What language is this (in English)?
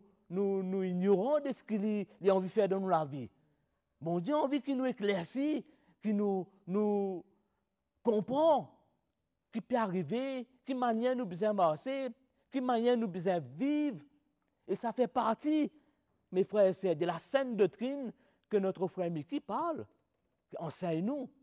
Morisyen